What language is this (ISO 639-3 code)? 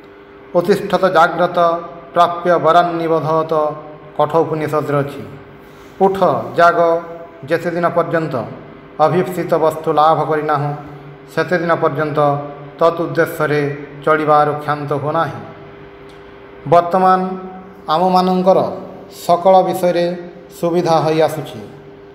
ori